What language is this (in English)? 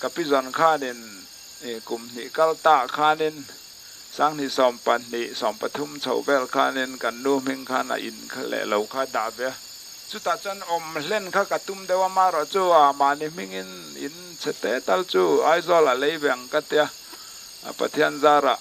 Mizo